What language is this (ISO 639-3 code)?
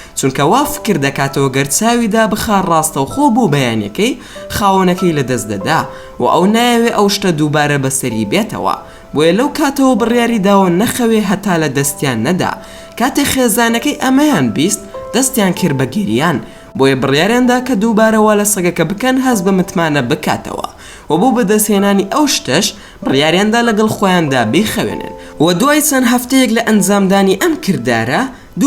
ckb